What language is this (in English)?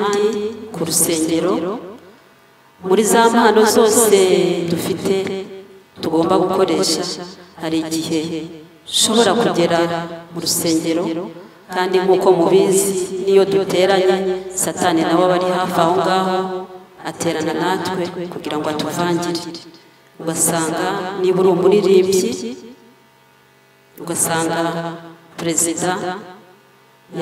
Kinyarwanda